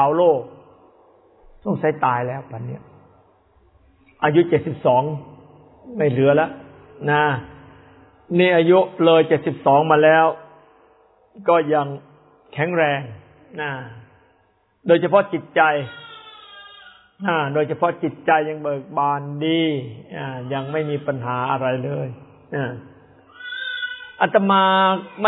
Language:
Thai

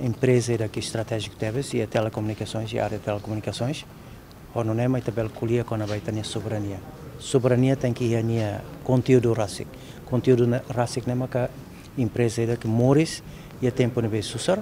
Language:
Tetum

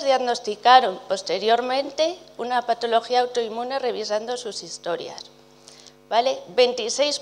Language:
Spanish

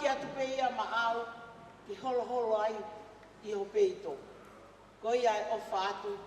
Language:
Tongan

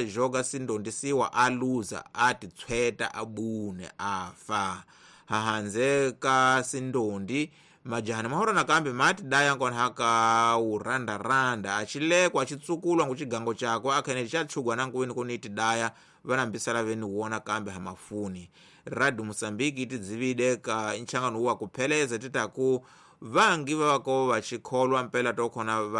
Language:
Tsonga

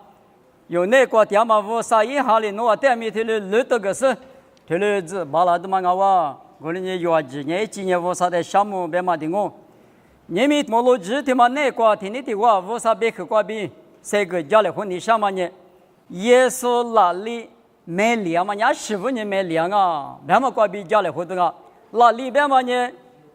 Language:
Lisu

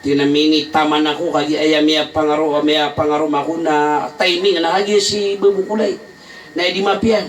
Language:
Maranao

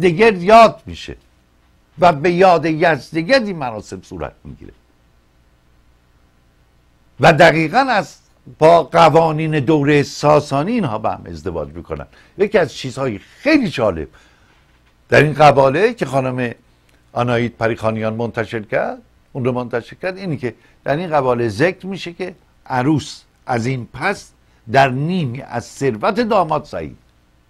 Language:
Persian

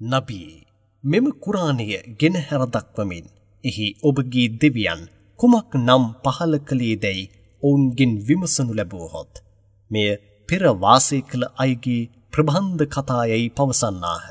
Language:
Sinhala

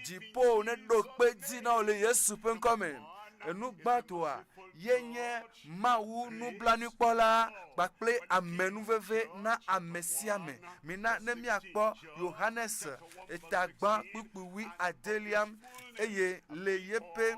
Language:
Ewe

